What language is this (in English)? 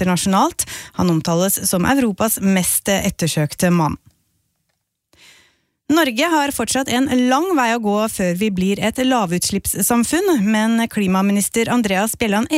Norwegian